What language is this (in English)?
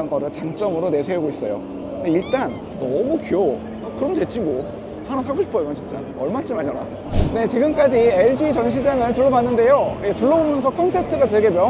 Korean